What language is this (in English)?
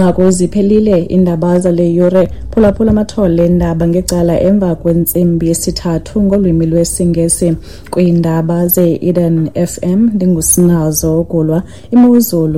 Xhosa